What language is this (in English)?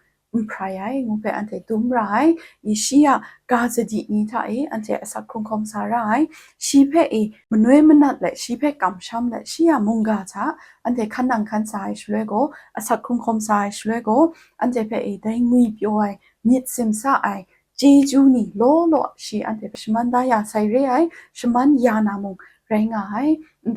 Kachin